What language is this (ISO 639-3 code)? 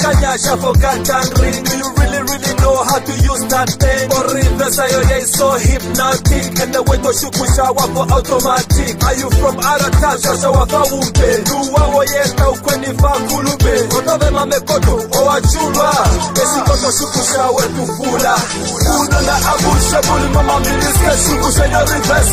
swa